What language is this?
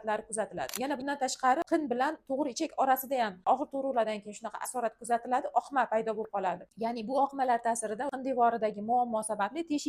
Uzbek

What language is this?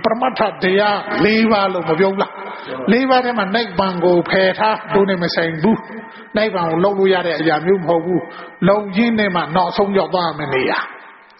Burmese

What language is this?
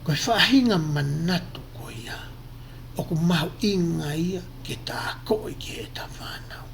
Tongan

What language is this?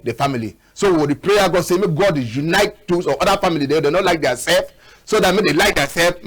Cameroon Pidgin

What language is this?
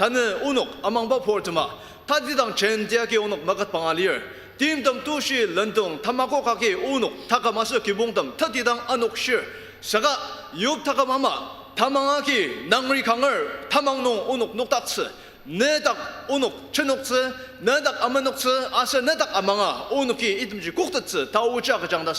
Ao Naga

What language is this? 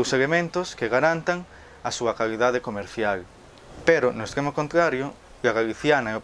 Galician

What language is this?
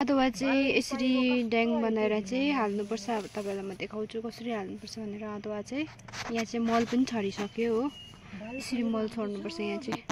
Nepali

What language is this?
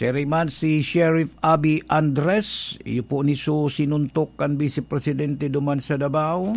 Bikol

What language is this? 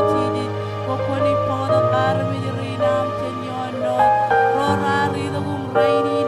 Marshallese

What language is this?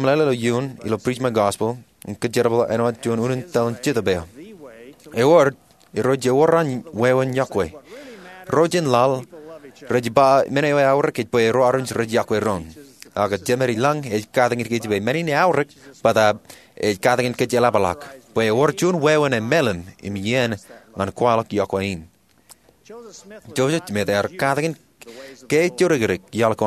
Marshallese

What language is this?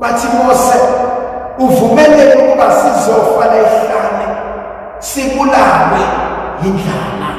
Zulu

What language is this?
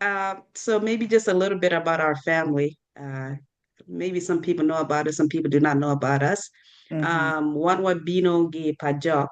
Acoli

